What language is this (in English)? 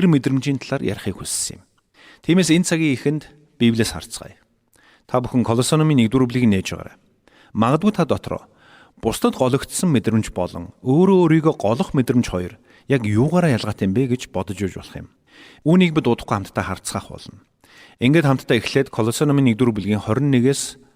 Mongolian